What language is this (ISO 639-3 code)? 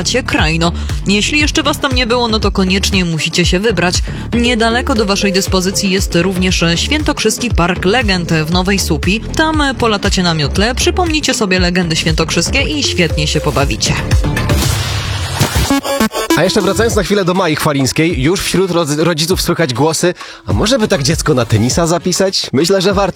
pol